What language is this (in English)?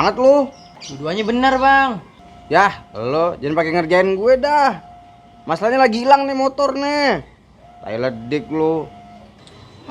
Betawi